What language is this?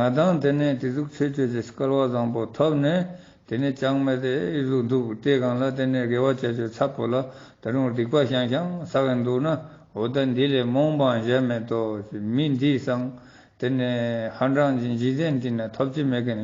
Ladakhi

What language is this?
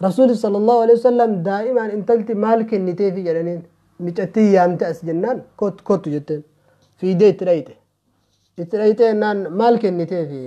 Oromo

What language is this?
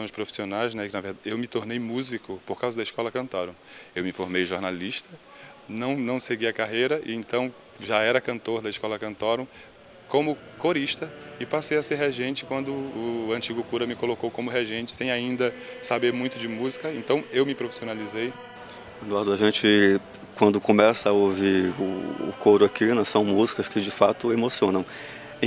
Portuguese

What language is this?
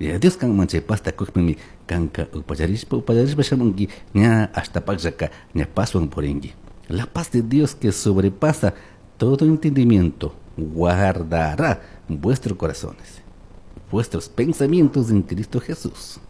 Chimborazo Highland Quichua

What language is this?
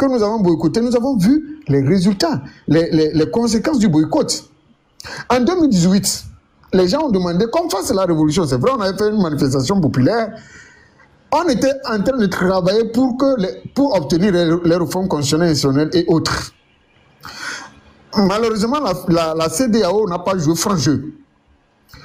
French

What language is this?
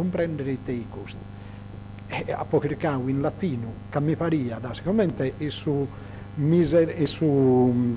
Sardinian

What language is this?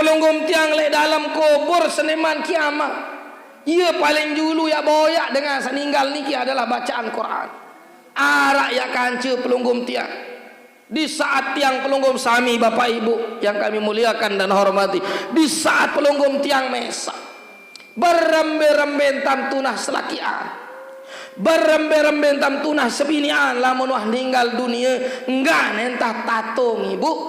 Sasak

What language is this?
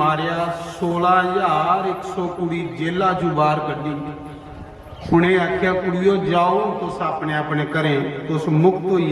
Dogri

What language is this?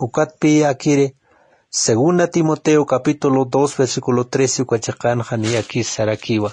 Aymara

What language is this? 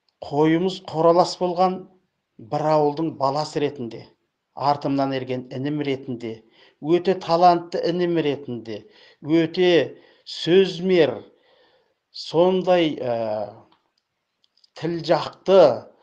Kazakh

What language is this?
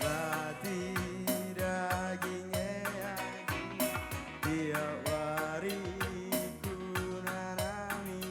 Batak Karo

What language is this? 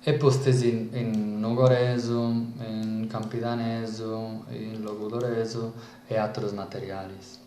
Sardinian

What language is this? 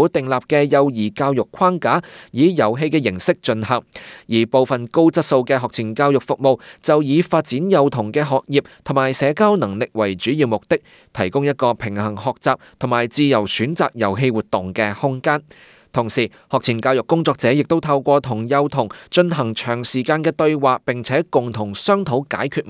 Cantonese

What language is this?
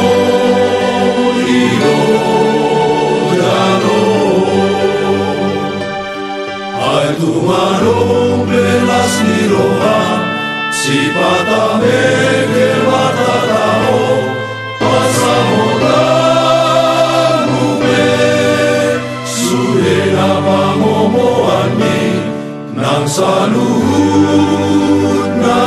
Batak Toba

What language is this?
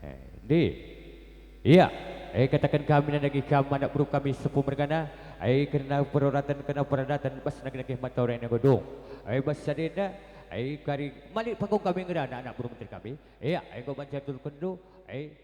Batak Karo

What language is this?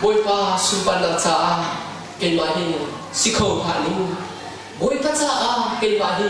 Hakha Chin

